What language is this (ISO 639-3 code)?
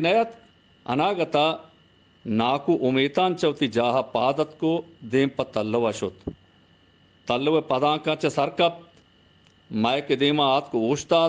bal